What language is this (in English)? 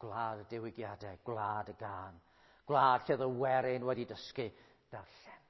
Welsh